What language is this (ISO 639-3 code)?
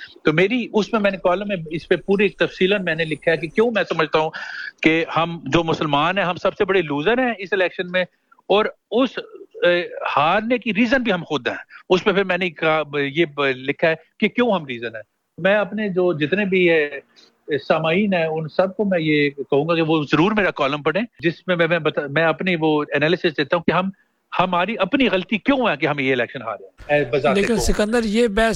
urd